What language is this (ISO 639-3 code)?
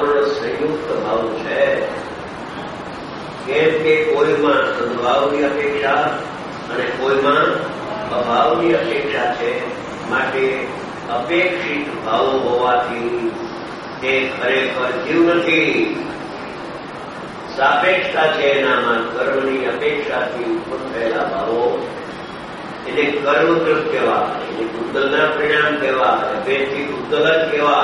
guj